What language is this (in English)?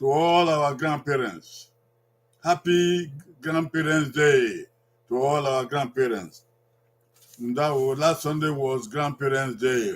Bini